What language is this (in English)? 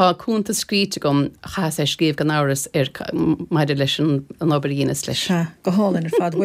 Irish